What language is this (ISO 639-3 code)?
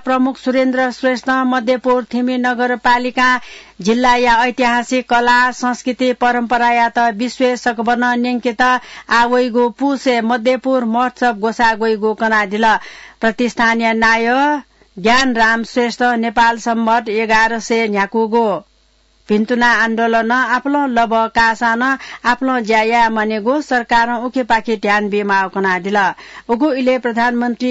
new